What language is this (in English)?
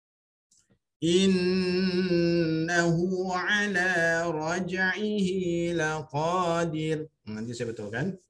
Malay